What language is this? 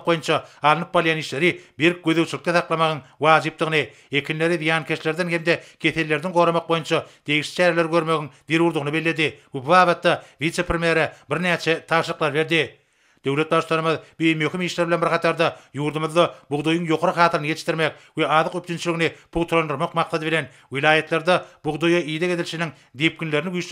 Turkmen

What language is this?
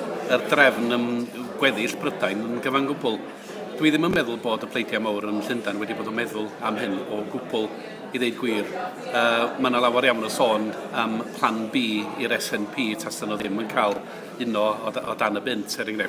Welsh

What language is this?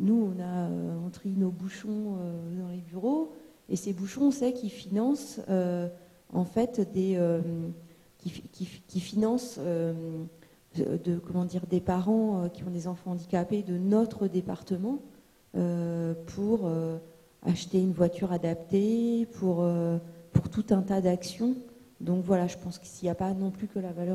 French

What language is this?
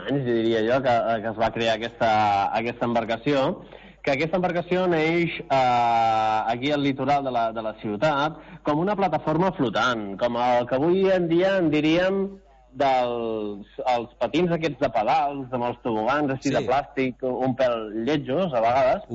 Catalan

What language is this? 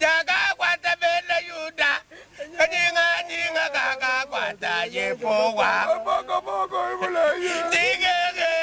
Luba-Lulua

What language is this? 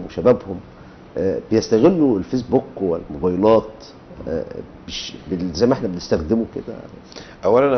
Egyptian Arabic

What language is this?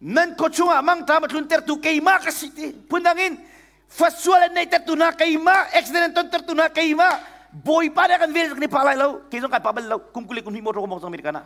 Hakha Chin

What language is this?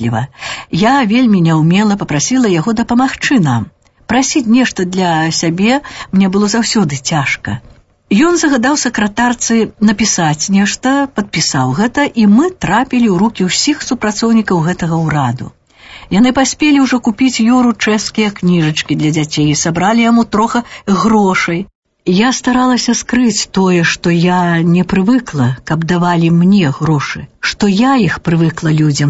Belarusian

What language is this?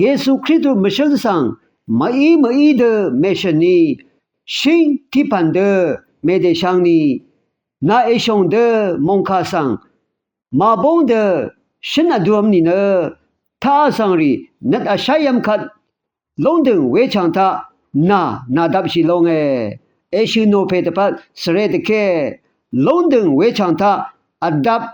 Rawang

